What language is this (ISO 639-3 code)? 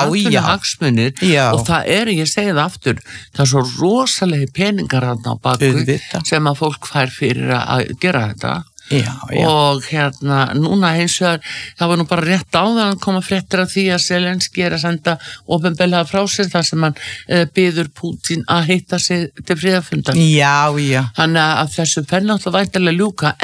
isl